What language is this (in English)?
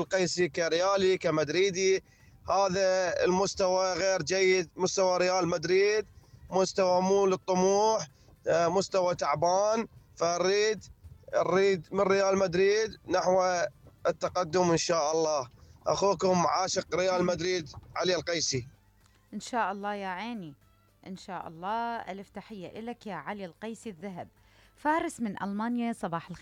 Mesopotamian Arabic